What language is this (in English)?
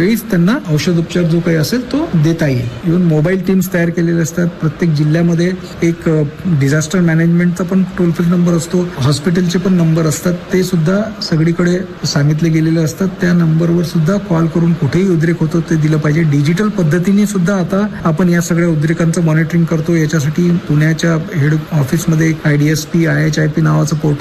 Marathi